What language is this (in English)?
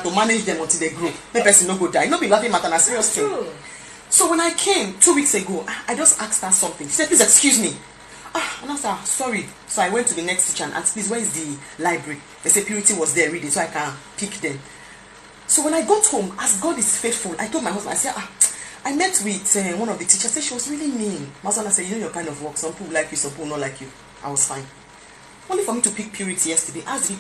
Nigerian Pidgin